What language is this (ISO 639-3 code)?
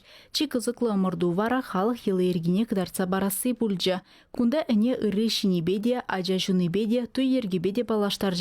chv